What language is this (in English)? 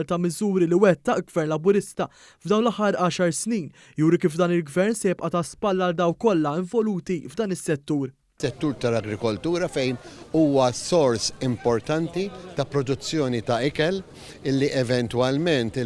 Maltese